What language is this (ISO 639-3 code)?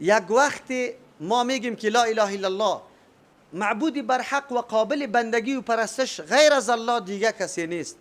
fas